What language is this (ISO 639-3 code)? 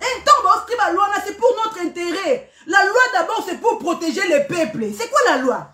lin